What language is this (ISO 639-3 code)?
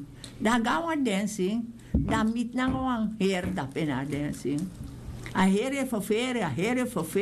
srn